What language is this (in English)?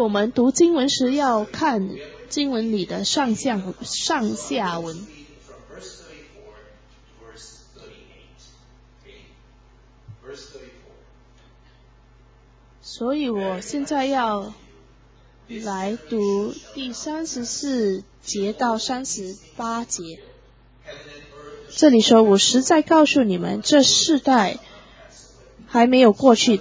Chinese